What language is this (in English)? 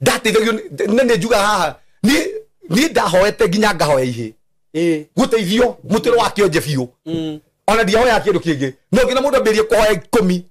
Kikuyu